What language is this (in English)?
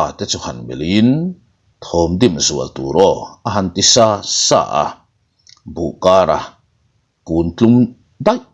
Mizo